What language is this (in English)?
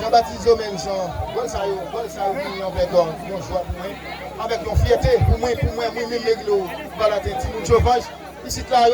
Haitian Creole